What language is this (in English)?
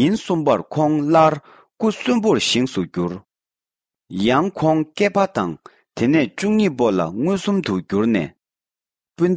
Tibetan